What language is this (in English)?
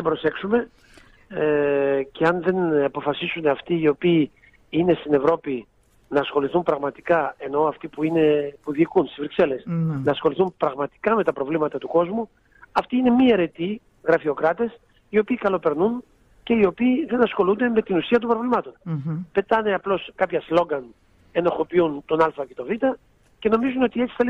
Greek